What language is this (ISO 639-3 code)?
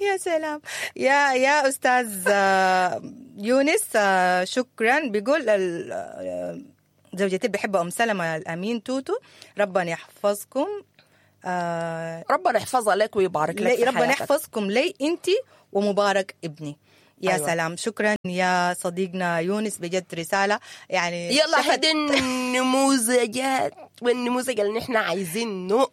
apd